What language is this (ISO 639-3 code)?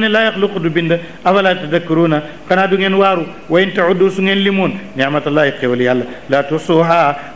wol